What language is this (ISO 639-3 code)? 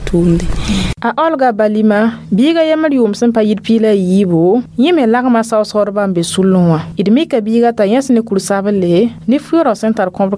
mos